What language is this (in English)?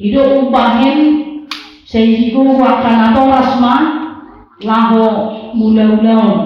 Batak Toba